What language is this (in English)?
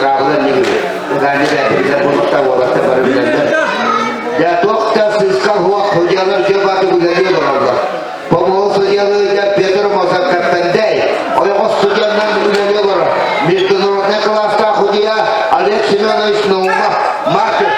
Yakut